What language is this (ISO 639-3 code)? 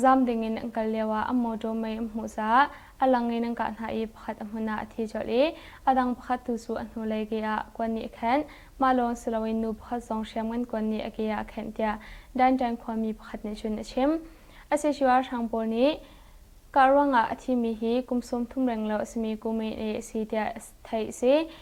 cnh